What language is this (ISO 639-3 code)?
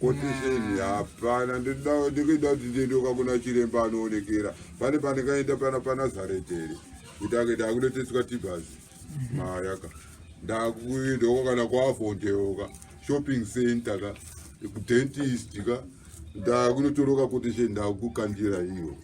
sna